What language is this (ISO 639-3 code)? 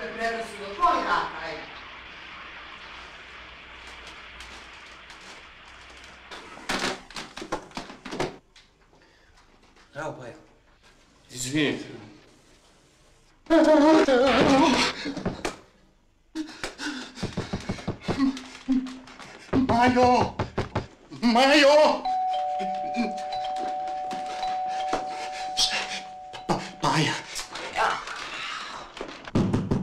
srp